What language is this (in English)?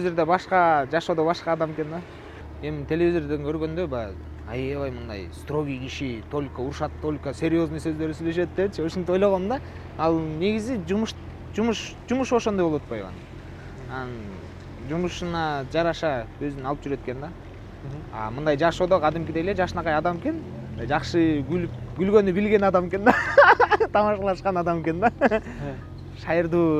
Kyrgyz